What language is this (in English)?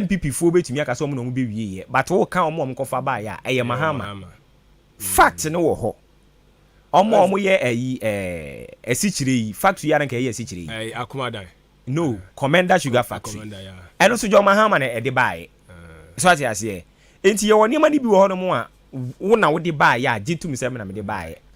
Akan